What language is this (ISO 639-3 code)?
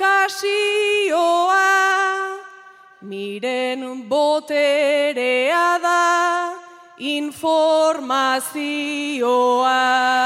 eus